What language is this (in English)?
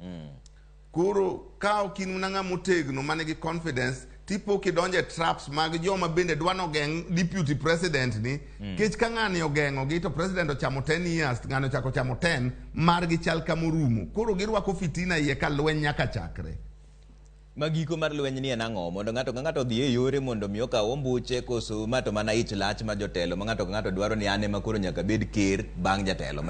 Luo (Kenya and Tanzania)